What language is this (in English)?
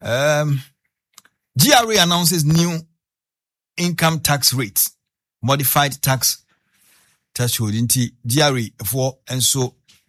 Akan